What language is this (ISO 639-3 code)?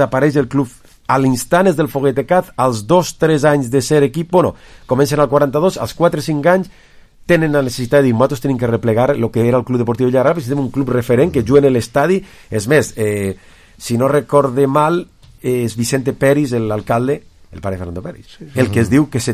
cat